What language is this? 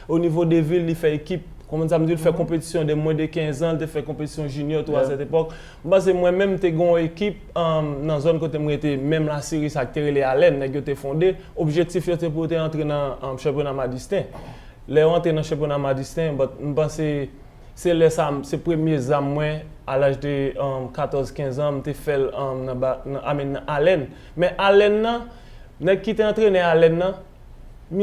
Haitian Creole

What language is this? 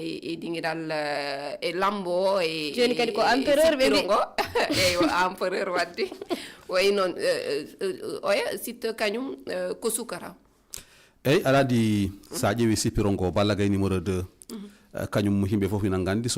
Fula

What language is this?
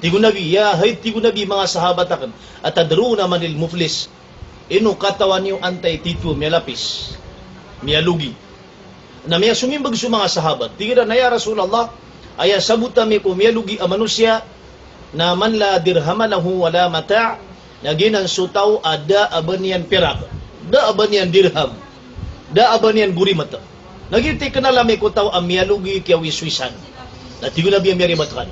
Maranao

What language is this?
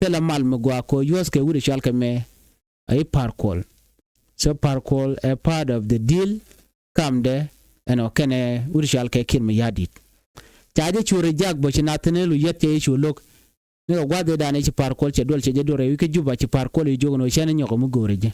Nuer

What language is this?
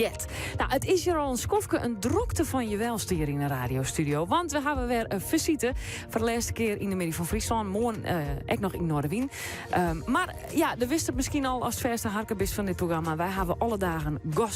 Western Frisian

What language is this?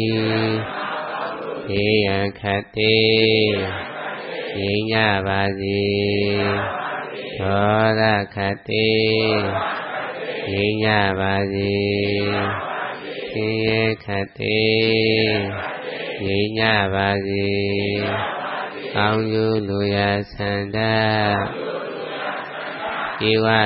Burmese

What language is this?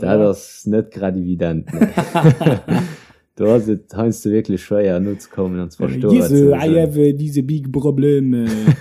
Luxembourgish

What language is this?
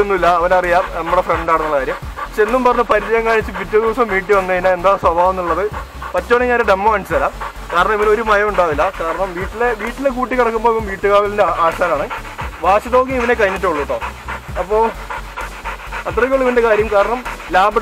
Malayalam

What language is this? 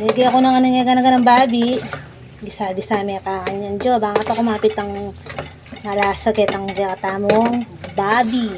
Pampanga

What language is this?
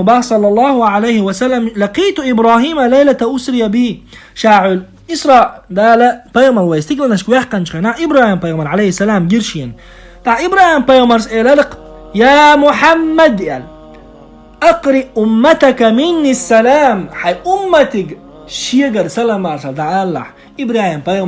Chechen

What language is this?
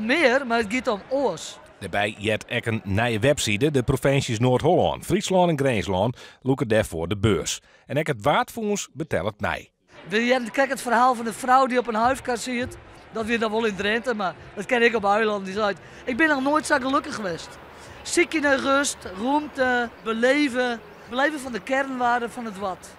Western Frisian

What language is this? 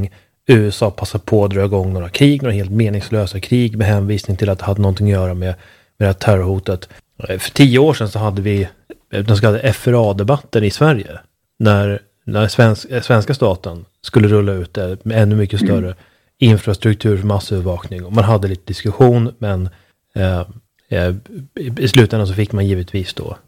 Swedish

